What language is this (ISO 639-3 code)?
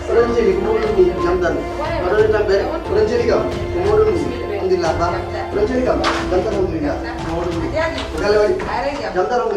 ful